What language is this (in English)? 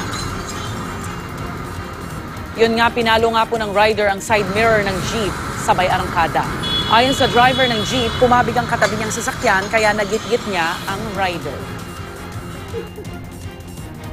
Filipino